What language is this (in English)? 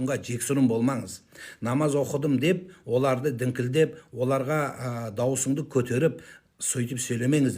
Kazakh